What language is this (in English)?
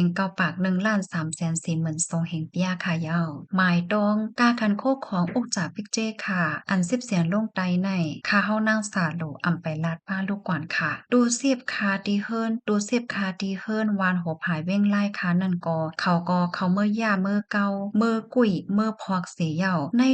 Shan